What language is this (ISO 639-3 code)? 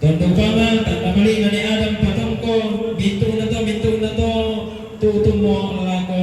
sda